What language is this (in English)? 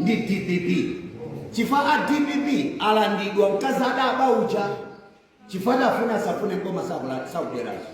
Nyanja